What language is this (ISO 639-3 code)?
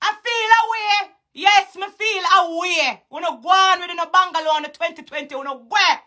jam